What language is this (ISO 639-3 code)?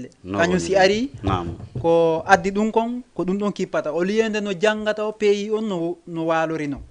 ful